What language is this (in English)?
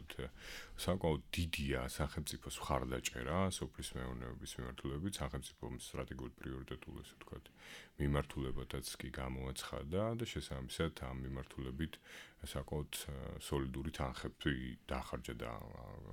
Georgian